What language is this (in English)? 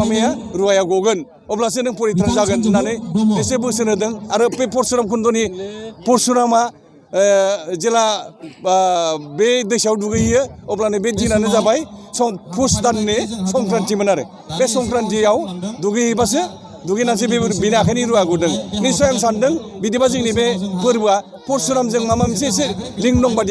Bodo